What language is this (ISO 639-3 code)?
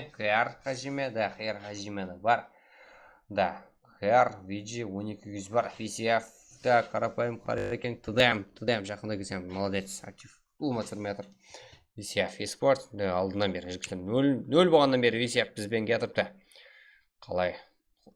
kaa